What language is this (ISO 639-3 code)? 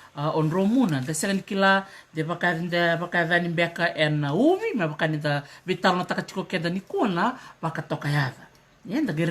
fij